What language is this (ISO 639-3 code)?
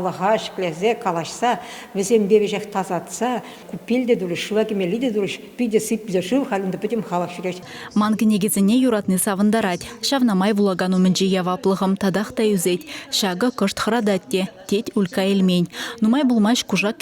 chv